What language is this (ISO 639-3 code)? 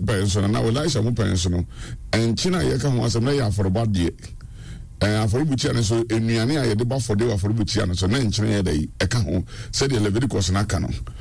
aka